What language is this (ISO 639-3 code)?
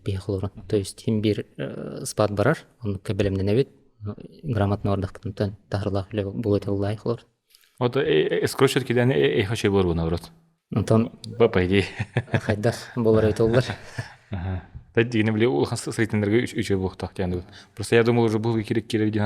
sah